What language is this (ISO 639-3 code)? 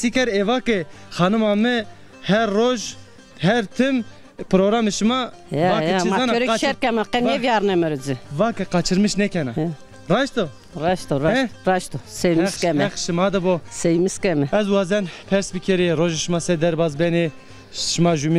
zza